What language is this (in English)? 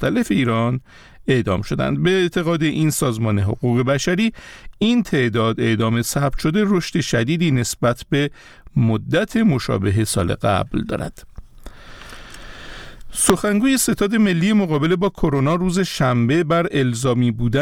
Persian